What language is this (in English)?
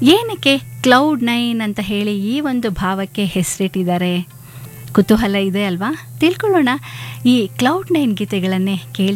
Kannada